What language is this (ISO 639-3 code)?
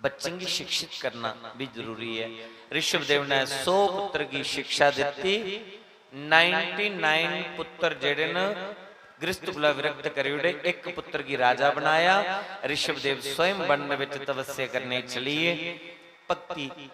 doi